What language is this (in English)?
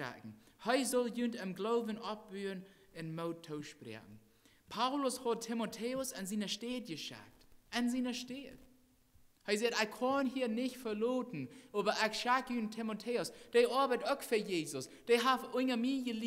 Plautdietsch